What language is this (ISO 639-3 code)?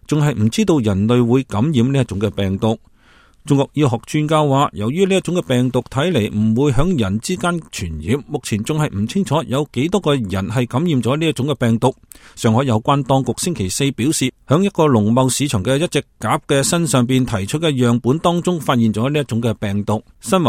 yue